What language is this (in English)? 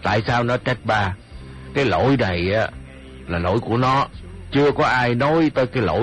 Vietnamese